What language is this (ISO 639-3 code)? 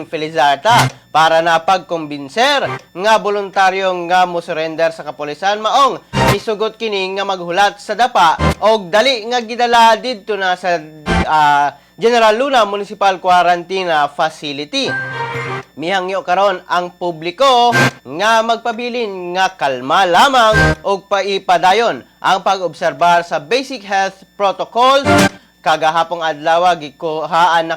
ceb